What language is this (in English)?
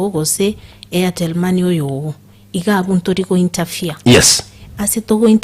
Gusii